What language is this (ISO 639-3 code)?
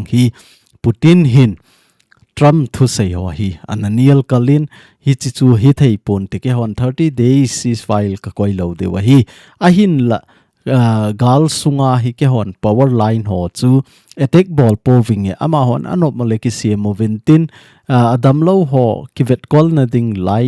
tcz